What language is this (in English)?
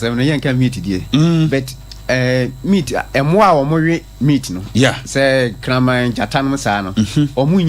Akan